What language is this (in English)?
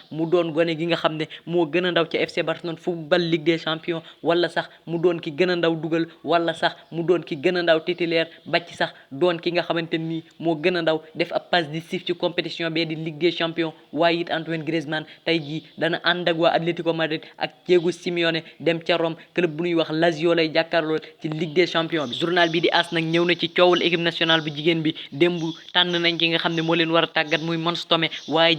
Wolof